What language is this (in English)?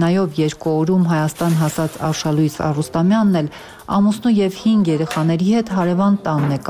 Armenian